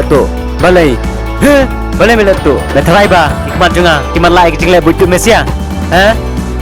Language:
Khasi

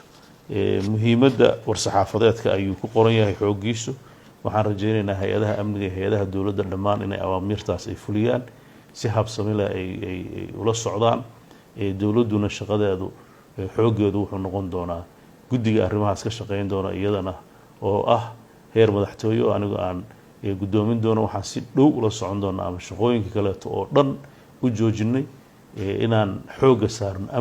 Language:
Somali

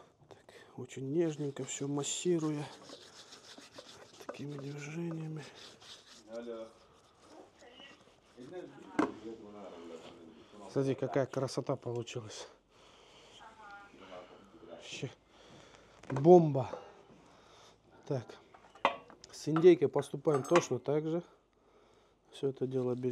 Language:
Russian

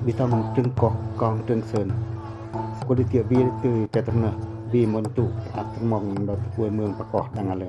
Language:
Pacoh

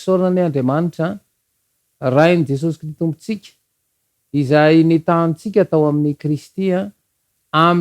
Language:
Malagasy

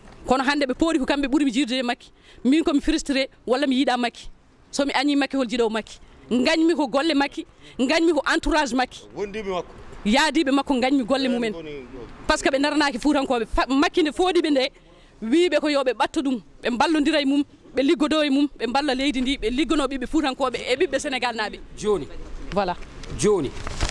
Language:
Fula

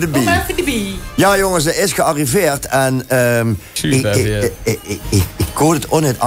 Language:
Limburgish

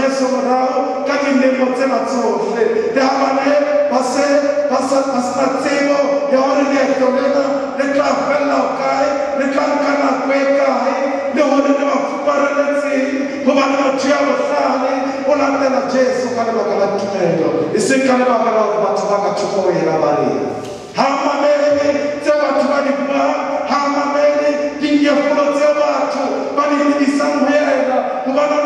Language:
Southern Sotho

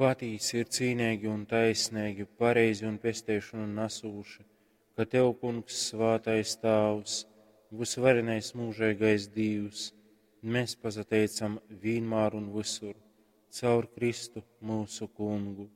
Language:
Latgalian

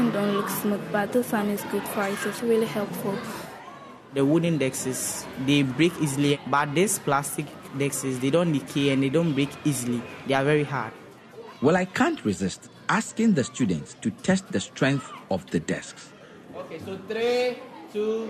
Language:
English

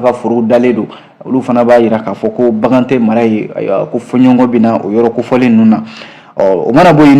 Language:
Bambara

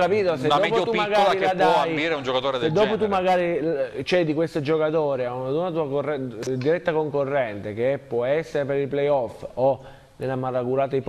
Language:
Italian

